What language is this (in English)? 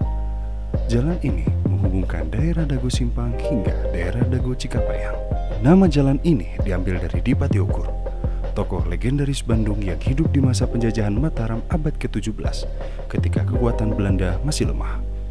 Indonesian